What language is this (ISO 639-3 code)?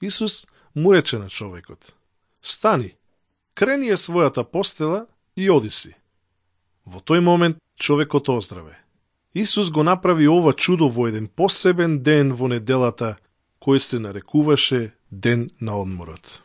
mkd